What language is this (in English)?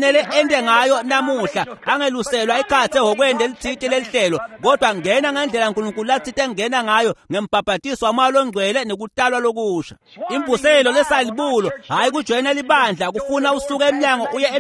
Swati